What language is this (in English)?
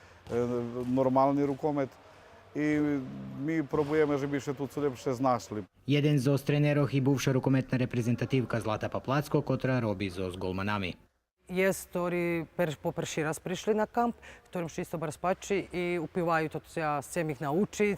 Rusyn